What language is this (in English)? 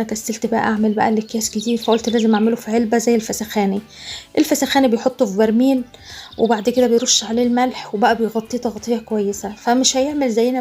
Egyptian Arabic